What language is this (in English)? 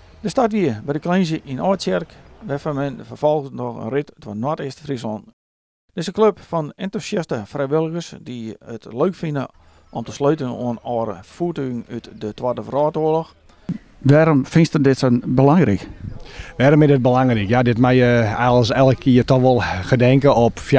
Western Frisian